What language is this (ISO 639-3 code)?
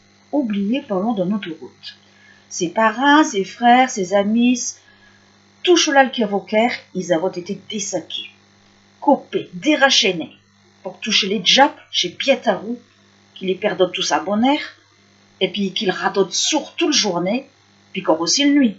pcd